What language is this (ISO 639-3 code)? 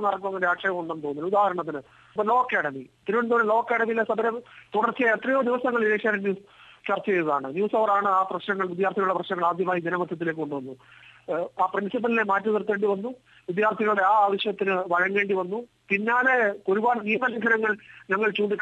mal